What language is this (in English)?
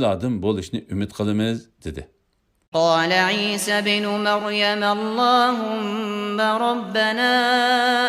Uyghur